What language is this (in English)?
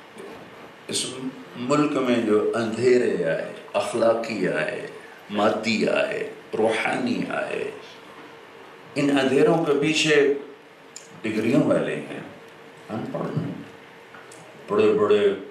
Urdu